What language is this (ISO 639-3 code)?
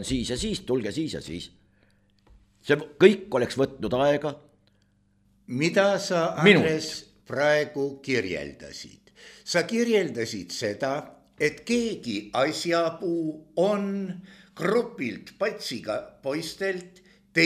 est